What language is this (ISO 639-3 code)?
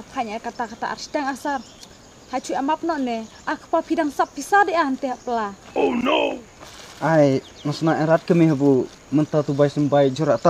kha